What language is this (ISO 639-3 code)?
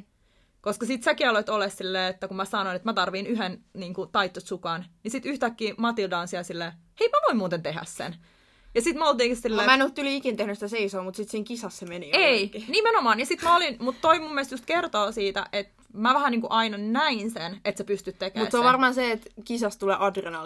fin